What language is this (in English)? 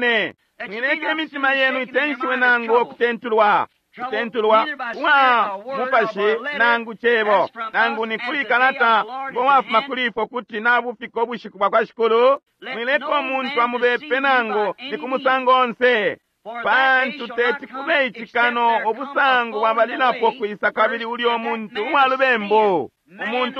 Bemba